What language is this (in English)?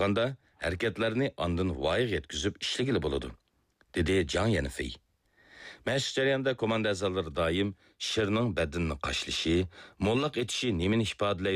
Uyghur